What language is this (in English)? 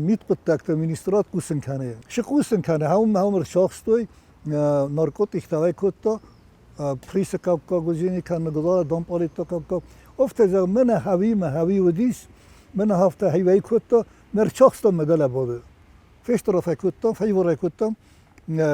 Ossetic